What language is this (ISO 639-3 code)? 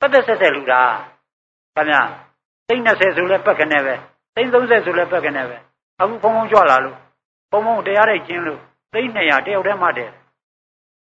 mya